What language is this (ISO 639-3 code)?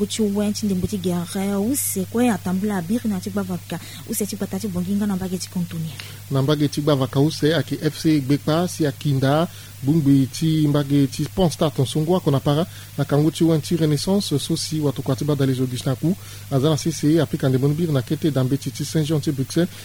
sag